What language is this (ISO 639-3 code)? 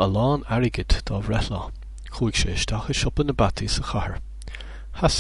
gle